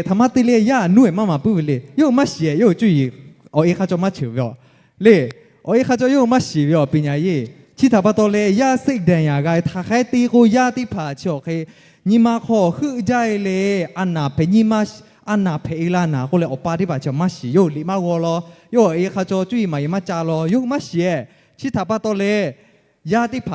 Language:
Lahu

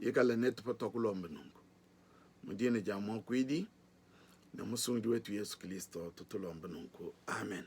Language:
Luba-Lulua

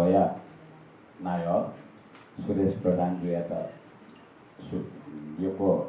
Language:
Newari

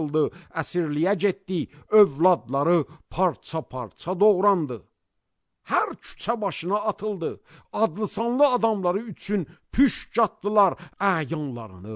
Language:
Azerbaijani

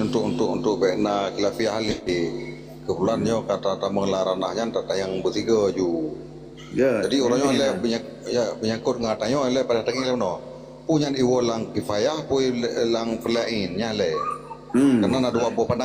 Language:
Achinese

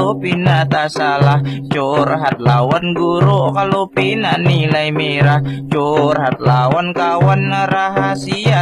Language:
Banjar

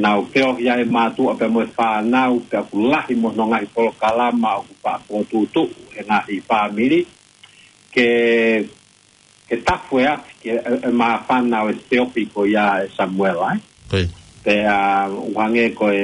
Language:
Tongan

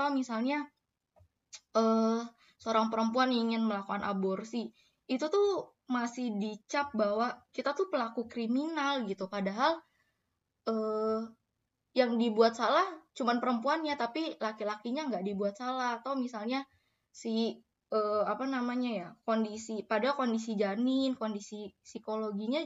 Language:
Indonesian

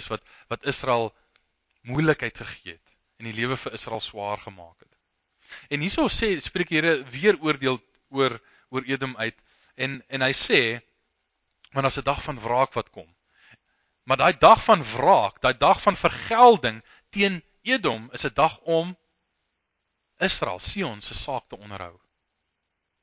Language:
Afrikaans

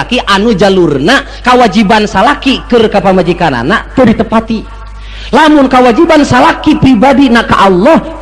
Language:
Sundanese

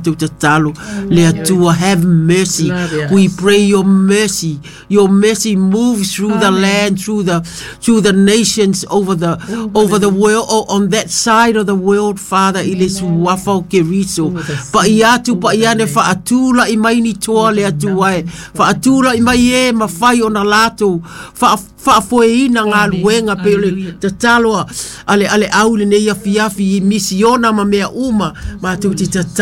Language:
Samoan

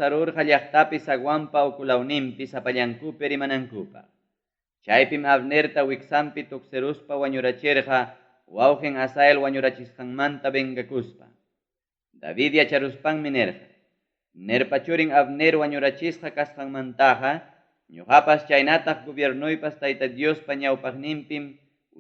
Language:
Ayacucho Quechua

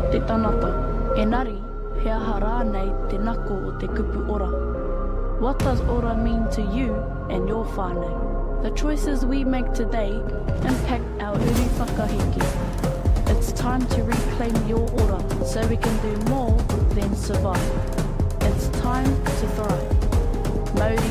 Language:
Māori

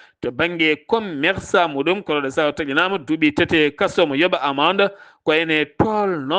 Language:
Fula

